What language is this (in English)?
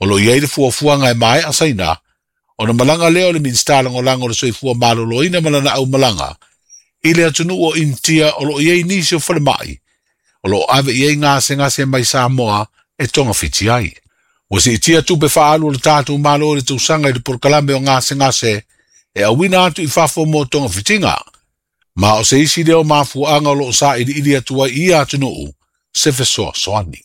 Samoan